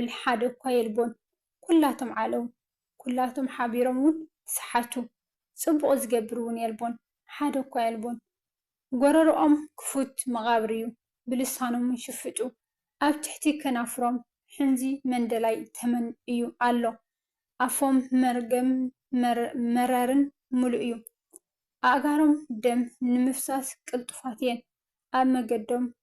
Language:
Tigrinya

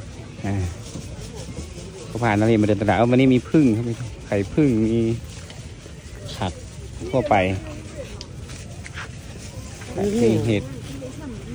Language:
Thai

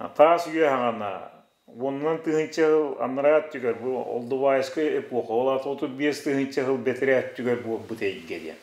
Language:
Yakut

